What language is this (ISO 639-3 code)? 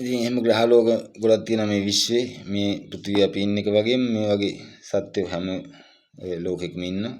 sin